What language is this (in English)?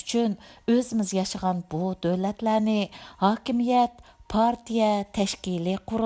Uyghur